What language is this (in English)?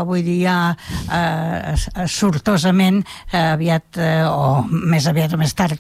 Catalan